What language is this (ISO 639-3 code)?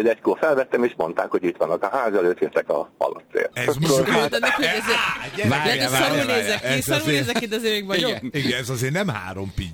hun